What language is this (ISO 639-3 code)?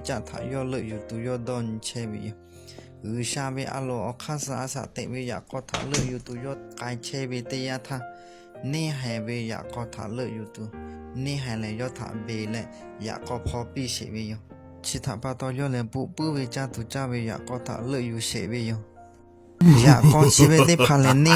lhu